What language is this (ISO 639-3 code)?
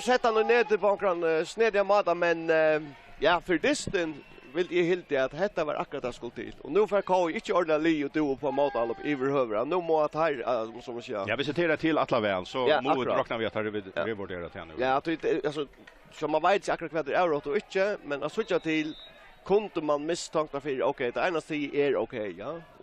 fao